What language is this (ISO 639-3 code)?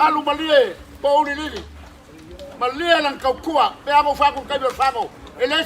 smo